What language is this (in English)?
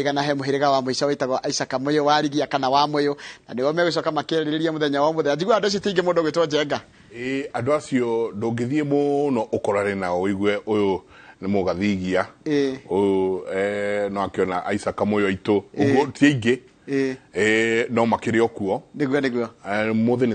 Kikuyu